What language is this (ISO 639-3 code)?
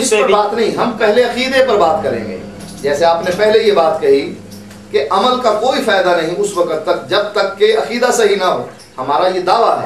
urd